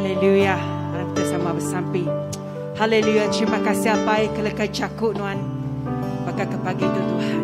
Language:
Iban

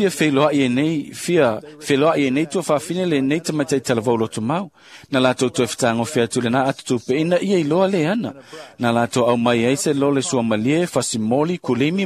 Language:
Samoan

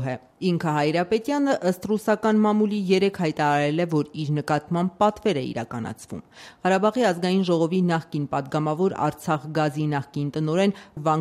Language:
Armenian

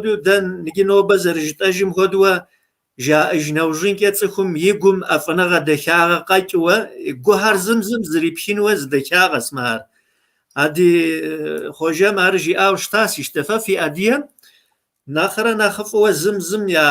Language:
Kabardian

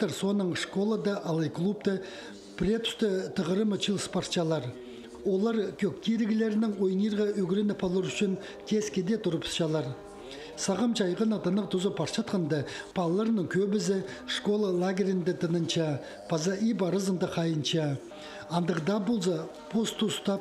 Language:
Khakas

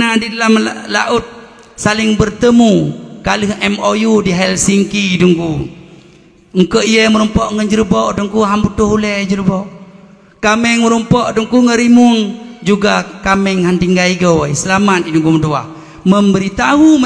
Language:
Achinese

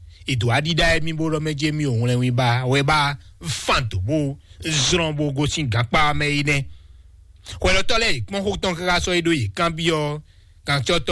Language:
Fon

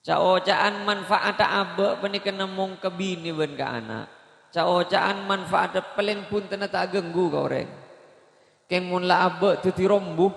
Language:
Madurese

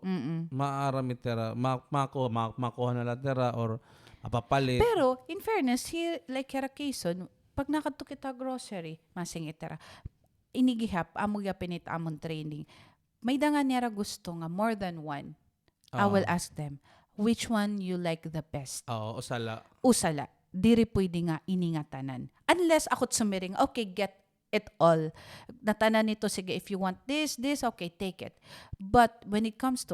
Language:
Waray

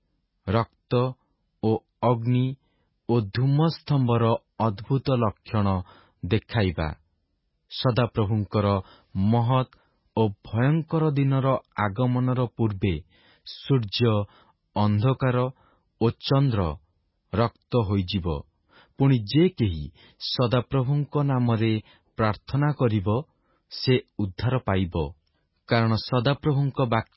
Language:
Odia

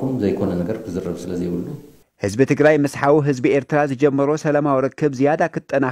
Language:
Tigrinya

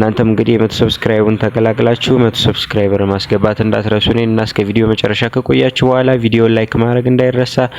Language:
Amharic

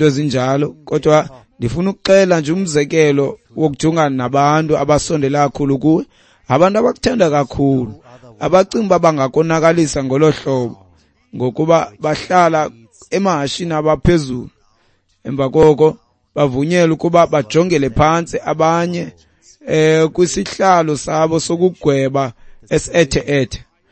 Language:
Xhosa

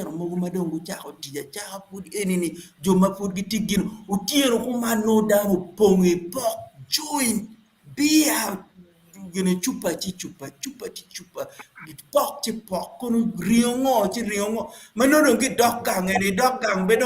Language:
Acoli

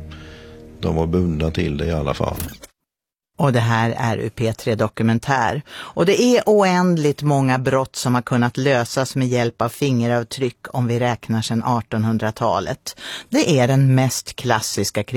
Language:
Swedish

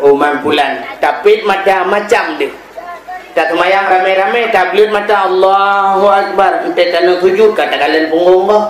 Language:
Achinese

